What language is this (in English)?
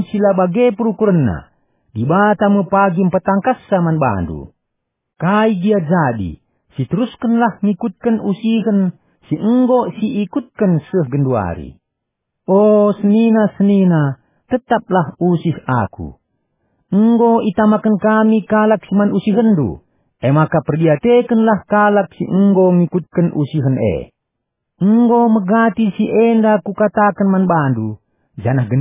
Batak Karo